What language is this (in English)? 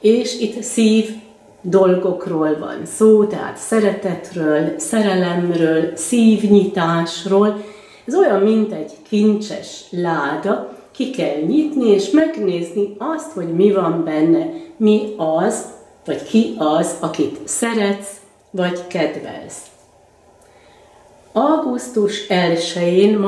Hungarian